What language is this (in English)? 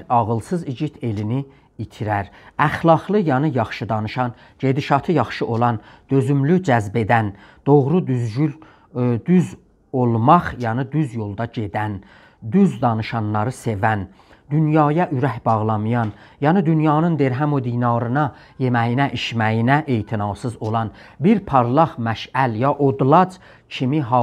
South Azerbaijani